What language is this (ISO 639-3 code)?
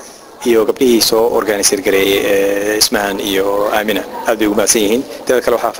som